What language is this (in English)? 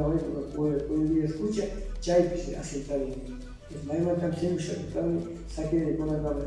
Cañar Highland Quichua